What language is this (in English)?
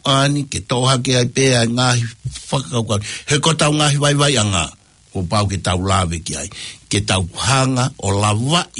Tongan